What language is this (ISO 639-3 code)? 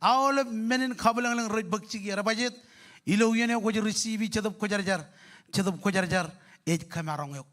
mah